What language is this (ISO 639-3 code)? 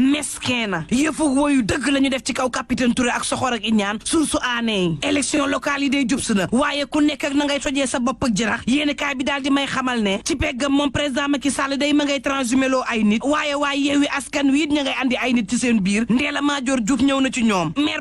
wol